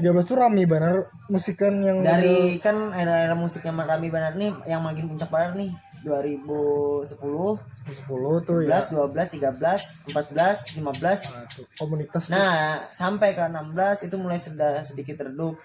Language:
Banjar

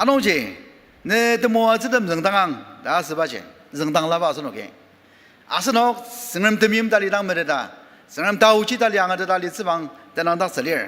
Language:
Ao Naga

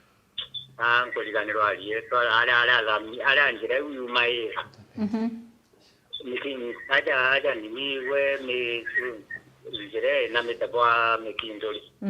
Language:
Meru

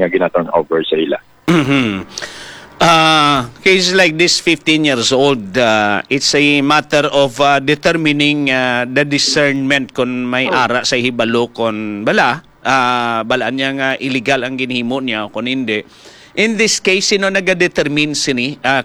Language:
Hiligaynon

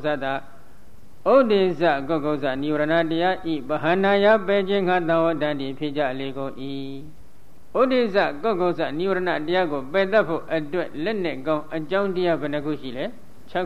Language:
Burmese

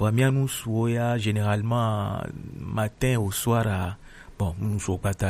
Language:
Gen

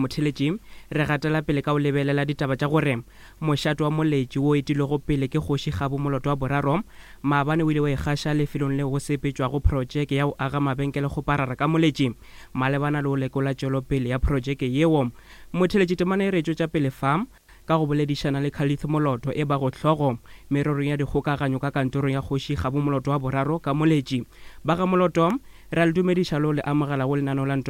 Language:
Northern Sotho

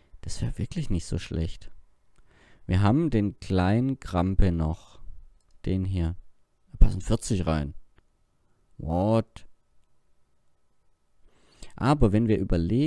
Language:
German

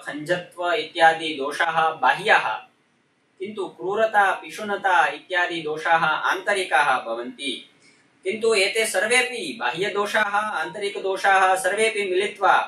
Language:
Sanskrit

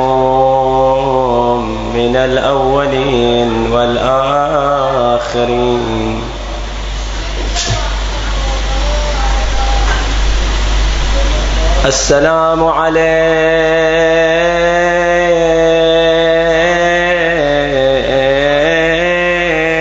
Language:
Arabic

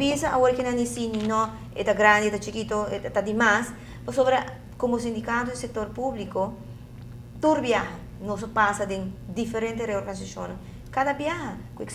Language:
Papiamento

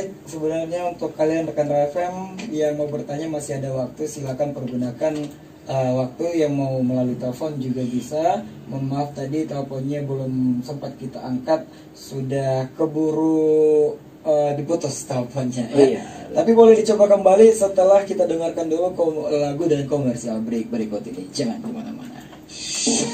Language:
Indonesian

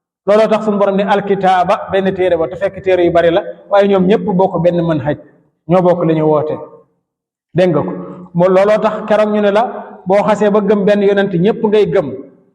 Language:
Wolof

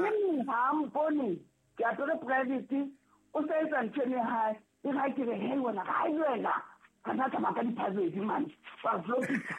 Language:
Southern Sotho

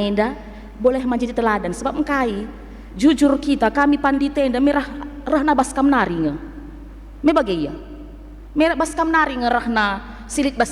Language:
Batak Karo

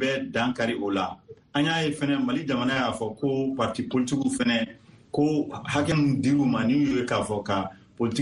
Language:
Bambara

